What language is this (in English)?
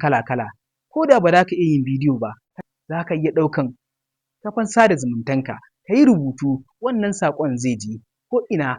Hausa